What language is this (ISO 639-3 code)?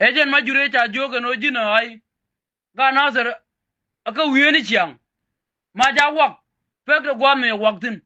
nus